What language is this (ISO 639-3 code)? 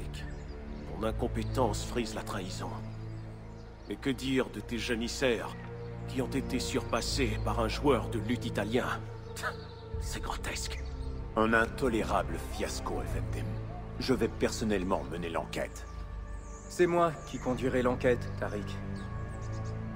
fra